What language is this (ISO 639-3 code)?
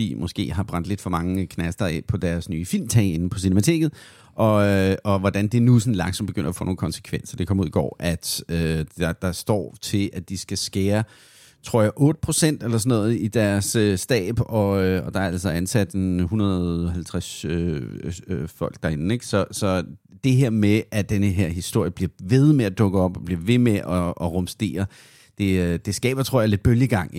dan